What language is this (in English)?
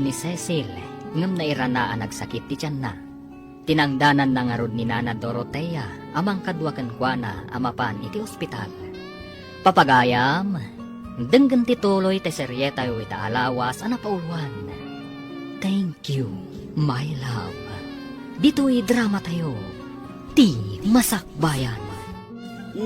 Iloko